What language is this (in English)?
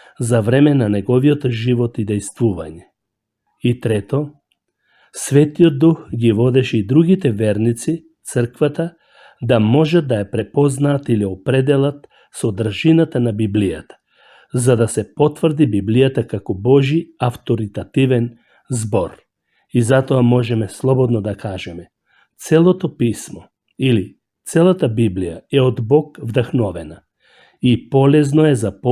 Macedonian